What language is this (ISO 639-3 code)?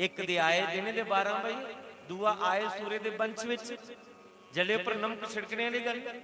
doi